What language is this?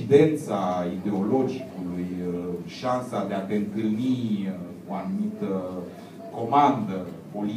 Romanian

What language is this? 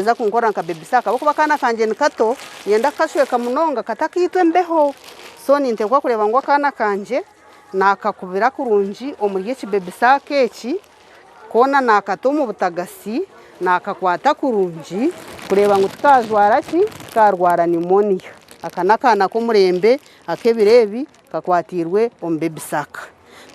Nyankole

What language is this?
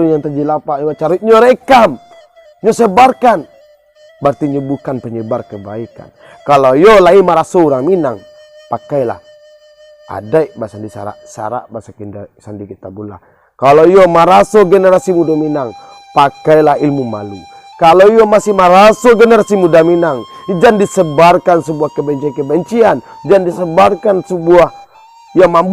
Minangkabau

